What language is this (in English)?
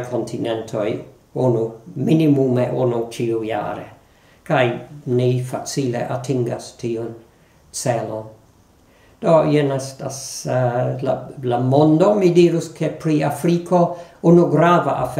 Esperanto